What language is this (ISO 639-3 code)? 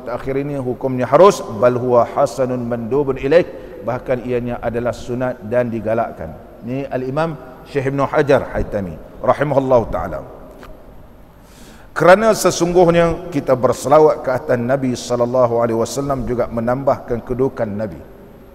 msa